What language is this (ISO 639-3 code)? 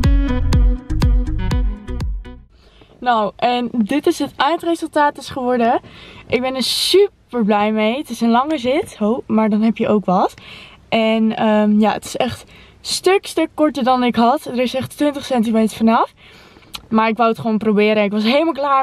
nld